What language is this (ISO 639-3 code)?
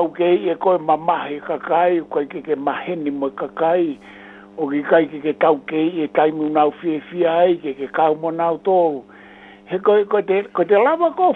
ton